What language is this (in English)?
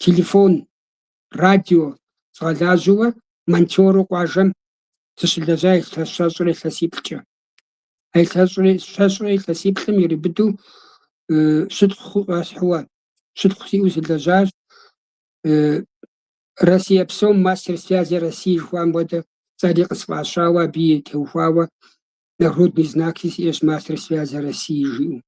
Kabardian